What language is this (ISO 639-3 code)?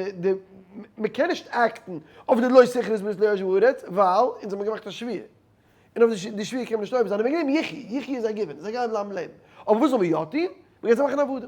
yid